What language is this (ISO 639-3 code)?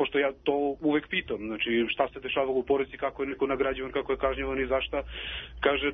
srp